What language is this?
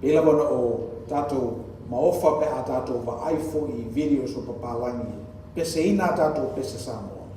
Samoan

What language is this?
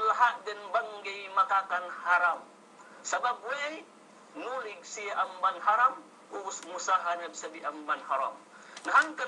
Yakan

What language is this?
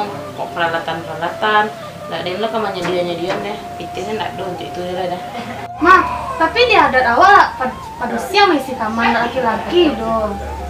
Minangkabau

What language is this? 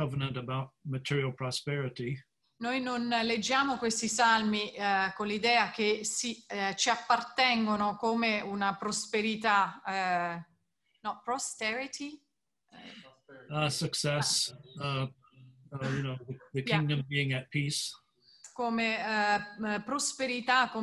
Italian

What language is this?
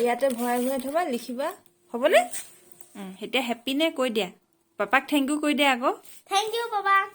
Assamese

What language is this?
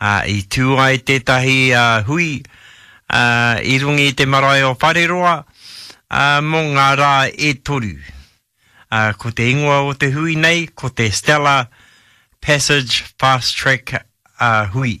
Māori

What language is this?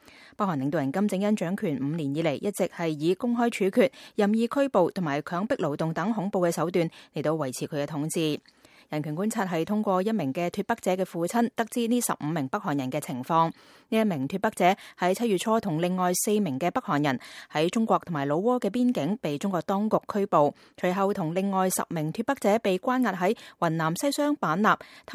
Cantonese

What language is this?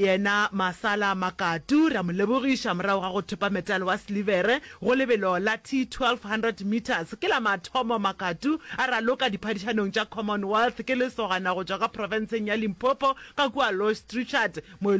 Northern Sotho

